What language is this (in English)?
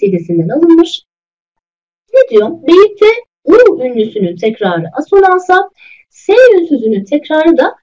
Turkish